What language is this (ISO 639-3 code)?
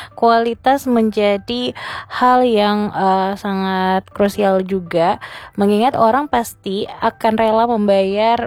ind